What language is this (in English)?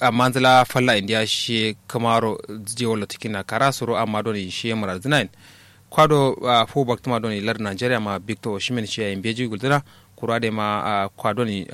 Kanuri